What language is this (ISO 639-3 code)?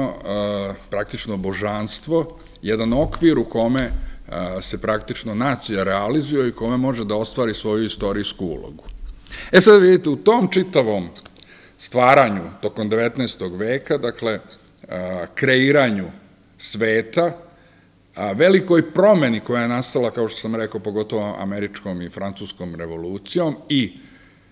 srp